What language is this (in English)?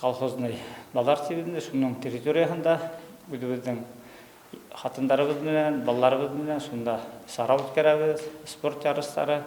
Bashkir